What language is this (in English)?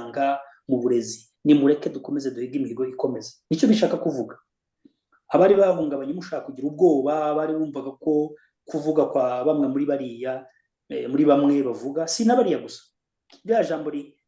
Kinyarwanda